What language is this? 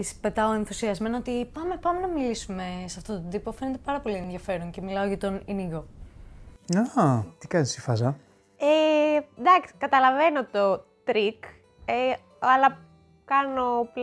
Greek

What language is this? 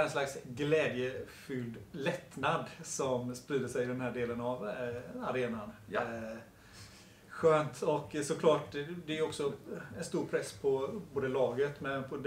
Swedish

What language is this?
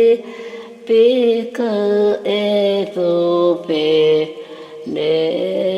Dehu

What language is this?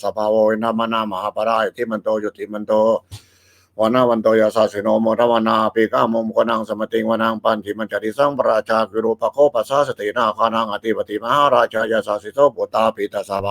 Pali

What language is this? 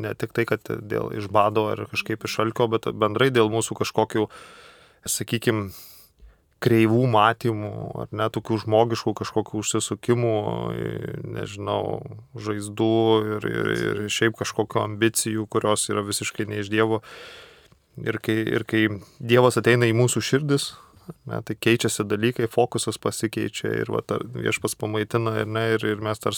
Lithuanian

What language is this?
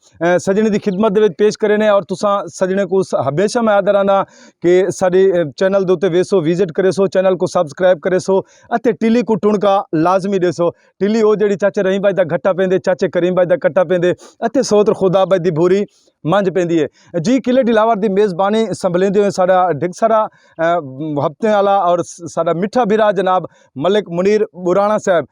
Saraiki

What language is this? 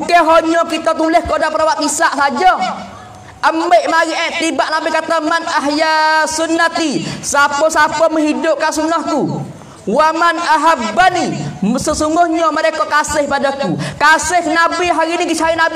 Pattani Malay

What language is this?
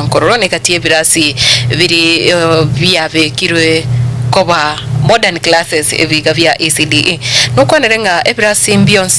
Gusii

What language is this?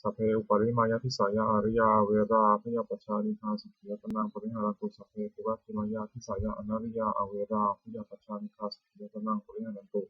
Pali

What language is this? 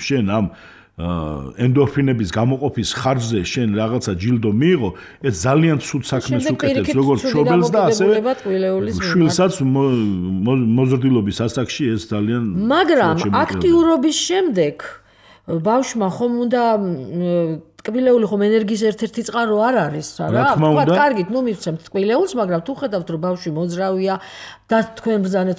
Georgian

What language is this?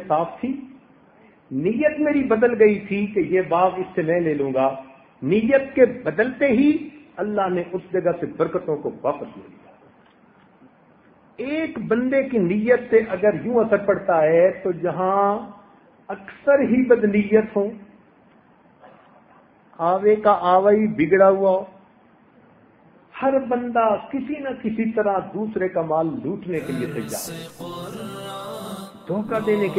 Urdu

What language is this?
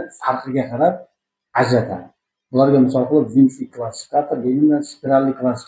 Uzbek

